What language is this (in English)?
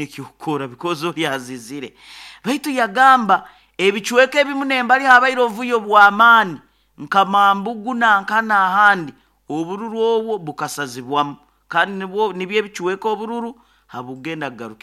Nyoro